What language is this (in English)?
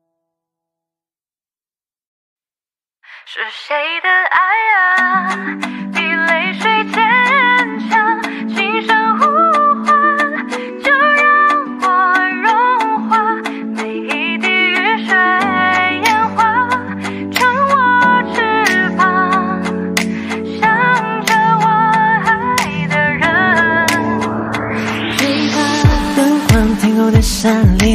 Chinese